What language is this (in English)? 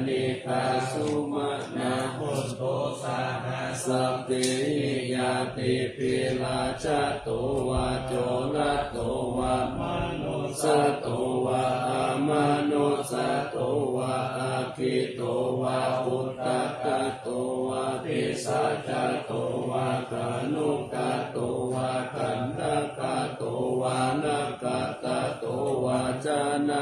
Pali